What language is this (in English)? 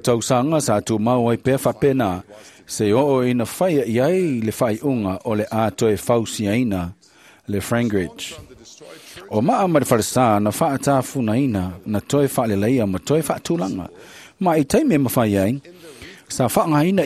Samoan